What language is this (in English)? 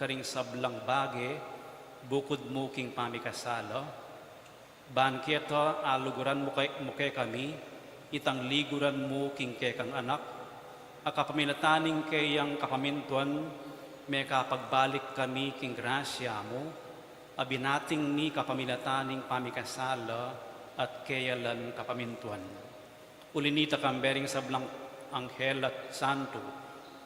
Pampanga